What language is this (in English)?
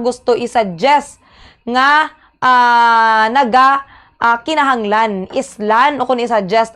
Hiligaynon